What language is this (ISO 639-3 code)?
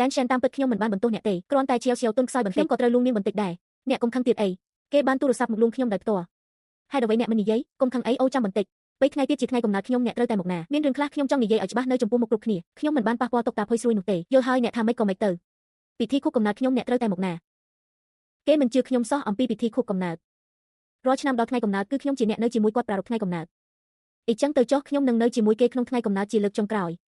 khm